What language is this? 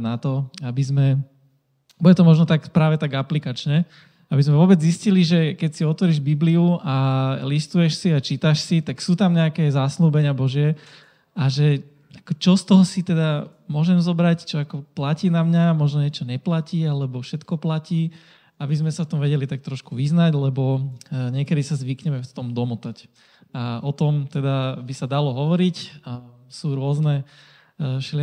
Slovak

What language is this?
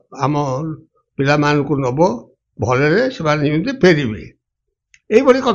Odia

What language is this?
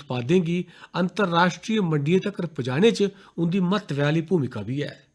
Dogri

